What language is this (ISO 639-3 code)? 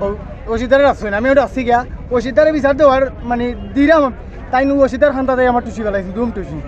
syl